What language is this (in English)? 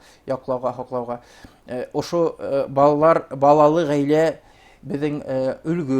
Bashkir